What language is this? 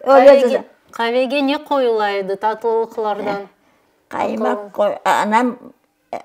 Crimean Tatar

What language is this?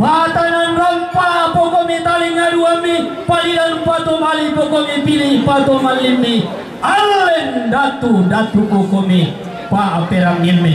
Toraja-Sa'dan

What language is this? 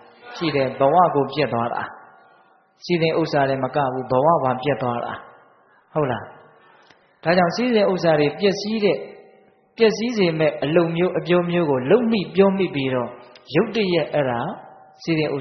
Burmese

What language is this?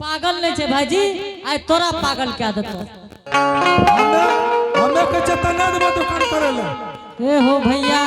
Angika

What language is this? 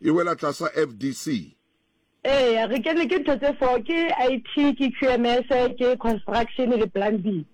Southern Sotho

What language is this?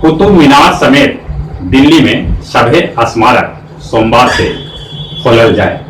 Magahi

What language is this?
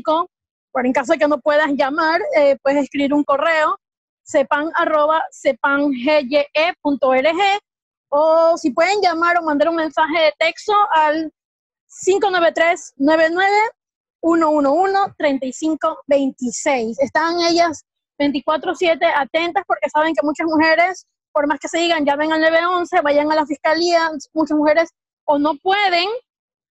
Spanish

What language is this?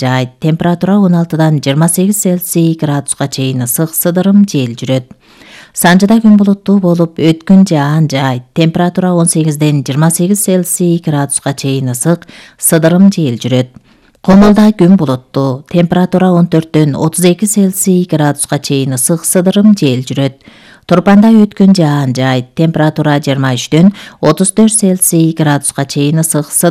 Kyrgyz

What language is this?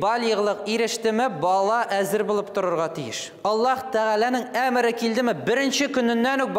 Tatar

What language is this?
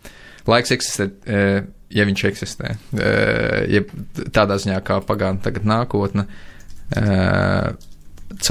Latvian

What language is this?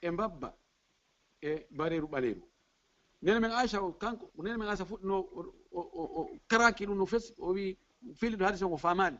Fula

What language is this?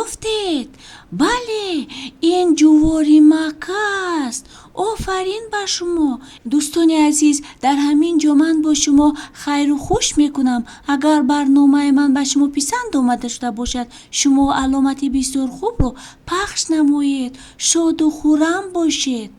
Tajik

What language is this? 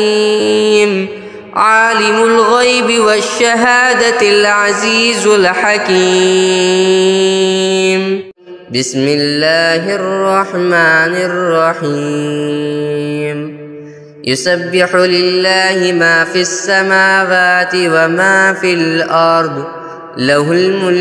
Arabic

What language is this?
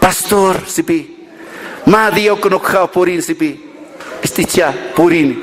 Aymara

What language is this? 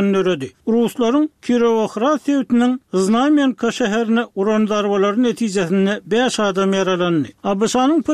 Turkmen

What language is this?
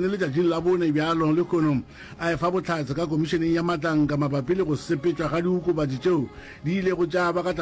Northern Sotho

